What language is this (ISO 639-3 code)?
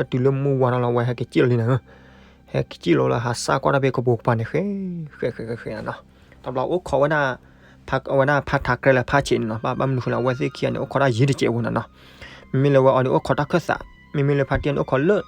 ksw